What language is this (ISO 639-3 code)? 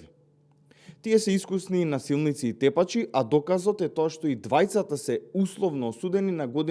mkd